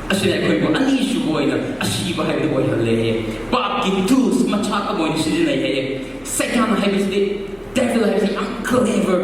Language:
Manipuri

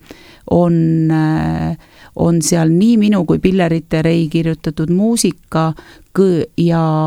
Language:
Estonian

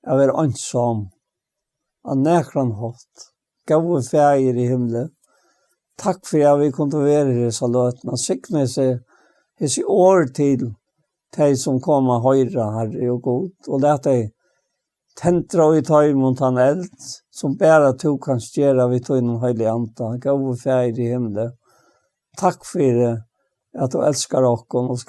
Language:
Faroese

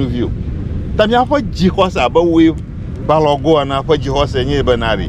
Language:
Ewe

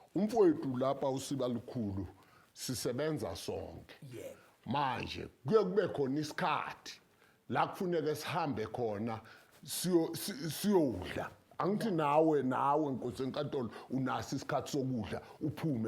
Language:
Zulu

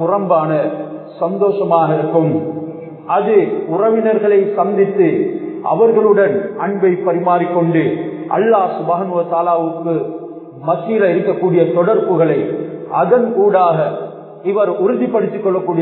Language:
Tamil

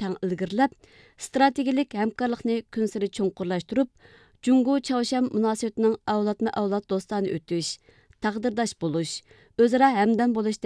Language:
Uyghur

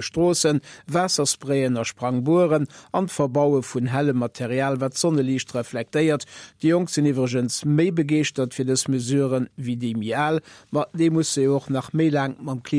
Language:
Luxembourgish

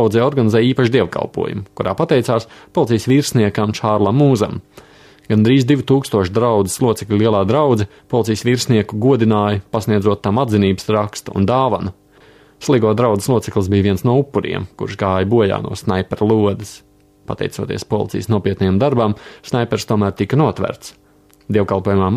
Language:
Latvian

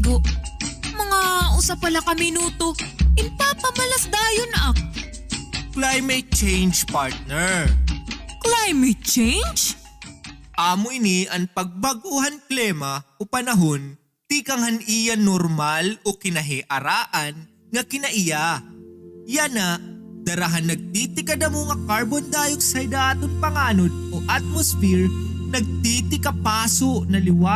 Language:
Waray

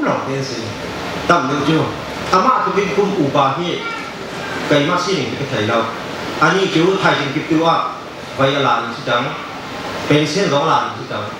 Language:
Hakha Chin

